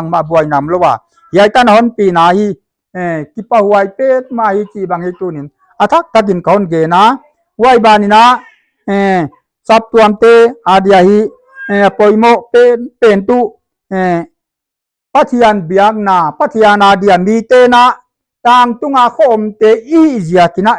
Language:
Paite Chin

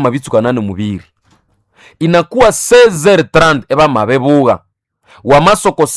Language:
Nande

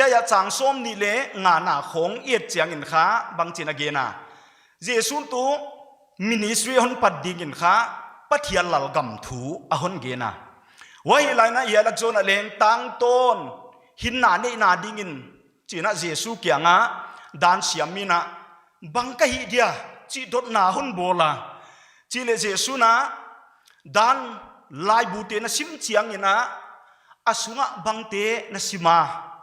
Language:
Paite Chin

